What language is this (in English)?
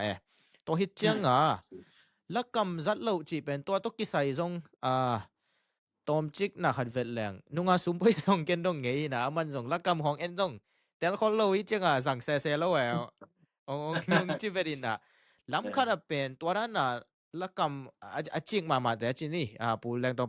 Tedim Chin